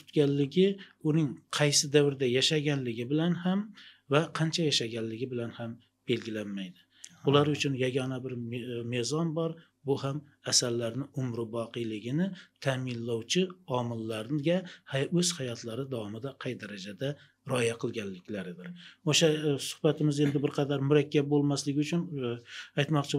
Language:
Uzbek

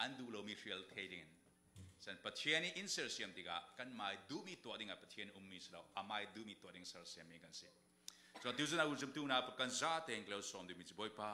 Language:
Falam Chin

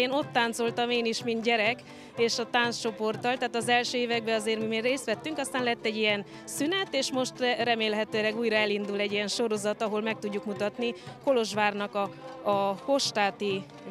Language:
Hungarian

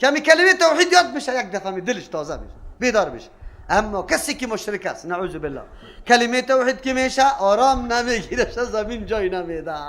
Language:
Persian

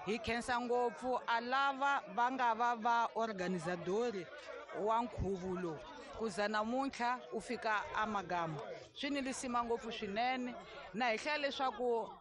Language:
Tsonga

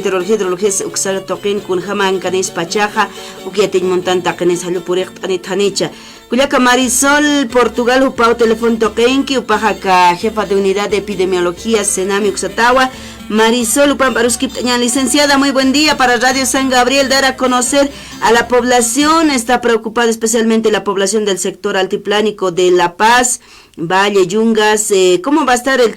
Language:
Aymara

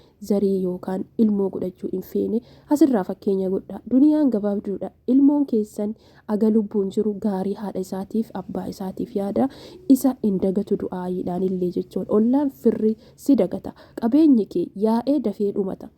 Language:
Oromo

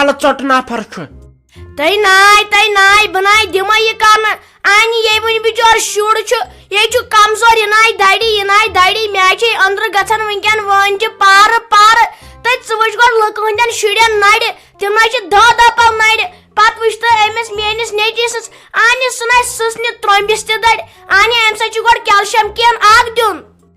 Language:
Kashmiri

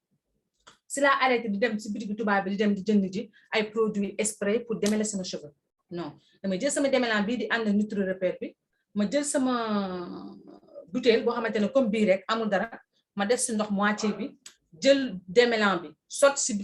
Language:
Wolof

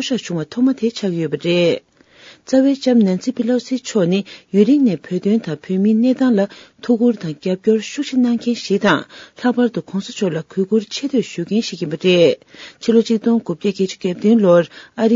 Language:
Tibetan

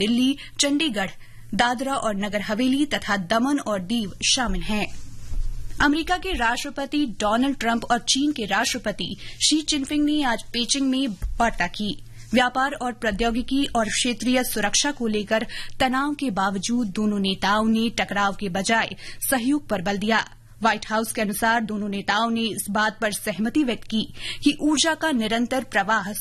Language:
Hindi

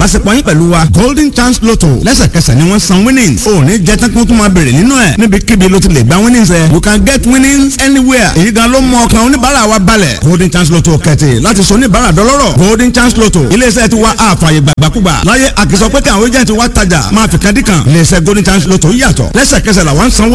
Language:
Yoruba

